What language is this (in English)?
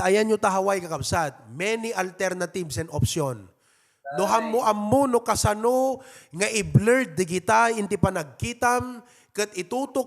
Iloko